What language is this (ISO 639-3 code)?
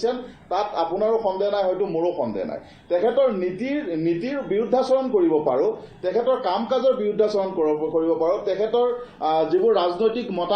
asm